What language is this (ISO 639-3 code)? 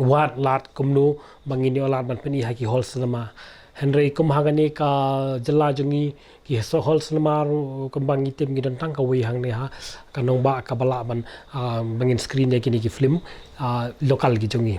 kha